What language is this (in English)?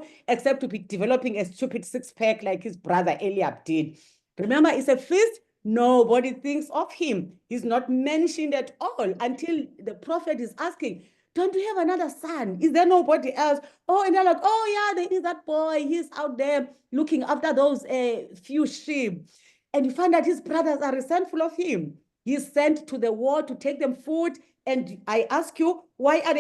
English